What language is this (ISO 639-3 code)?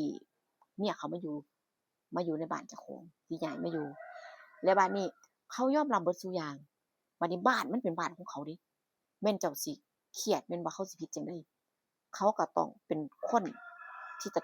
tts